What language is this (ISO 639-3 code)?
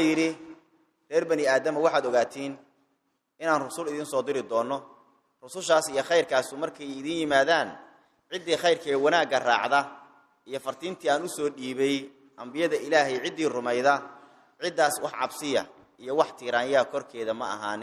som